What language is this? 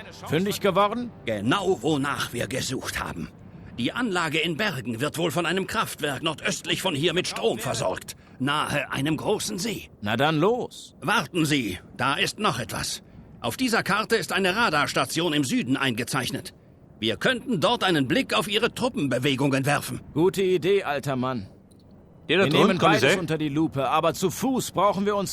Bavarian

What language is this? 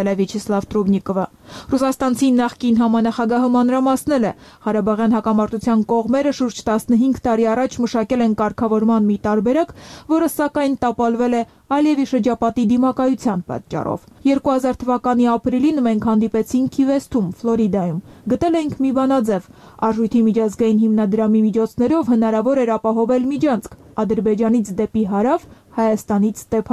Armenian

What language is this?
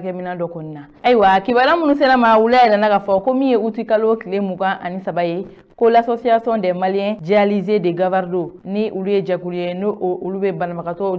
Bambara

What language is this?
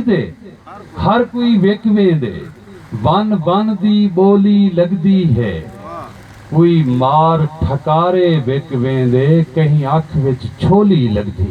Saraiki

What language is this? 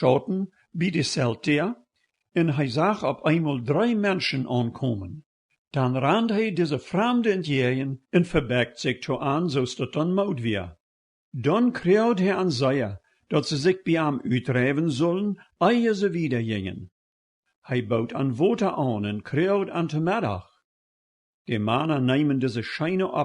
Plautdietsch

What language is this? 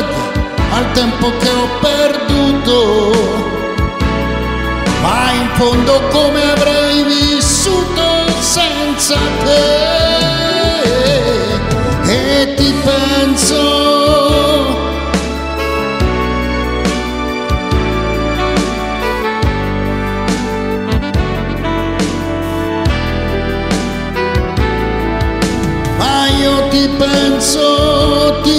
Italian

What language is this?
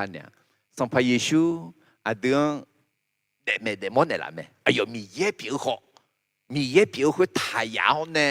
Akha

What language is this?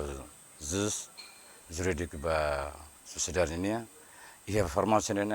Tetum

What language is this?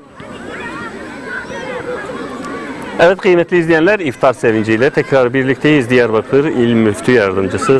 Turkish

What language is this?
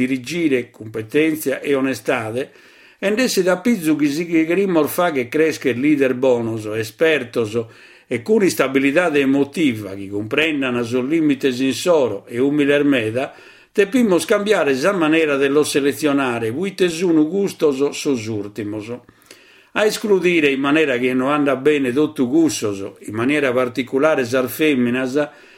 Sardinian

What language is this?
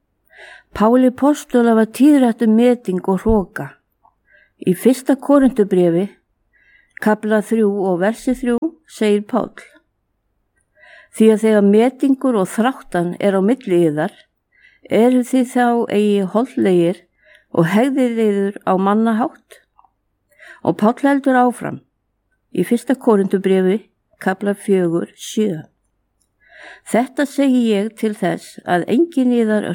Icelandic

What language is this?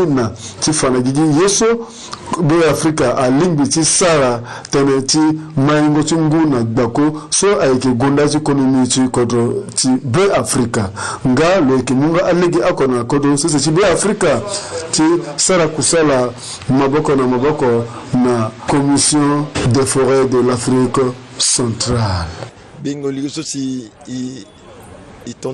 Sango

